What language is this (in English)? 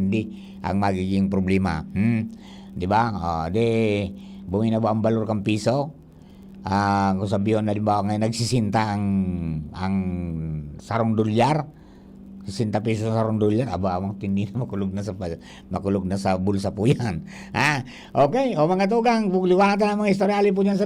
Bikol